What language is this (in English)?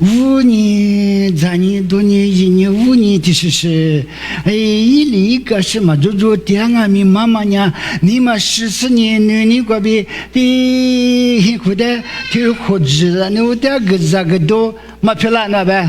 Lisu